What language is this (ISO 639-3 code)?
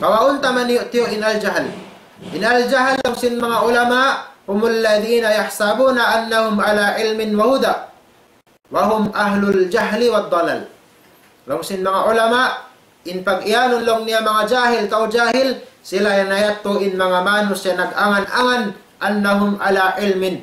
tsg